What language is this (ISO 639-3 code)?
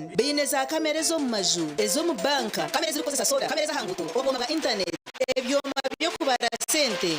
nyn